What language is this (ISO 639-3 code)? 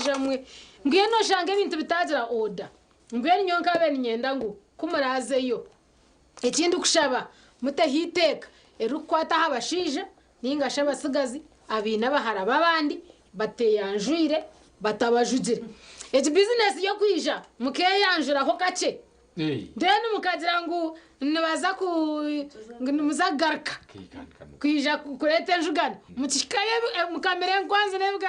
nyn